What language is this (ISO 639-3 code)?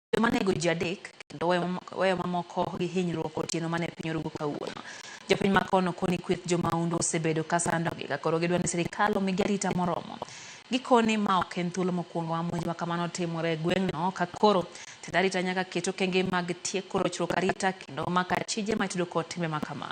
luo